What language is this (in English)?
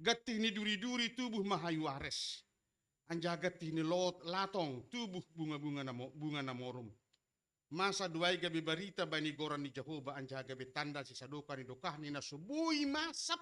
Batak Simalungun